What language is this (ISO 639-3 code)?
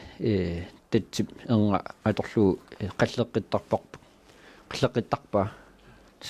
kal